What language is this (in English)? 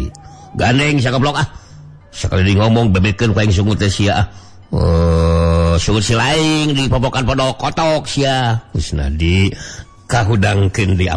Sundanese